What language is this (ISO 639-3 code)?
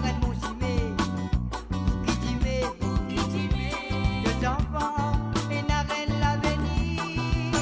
mfe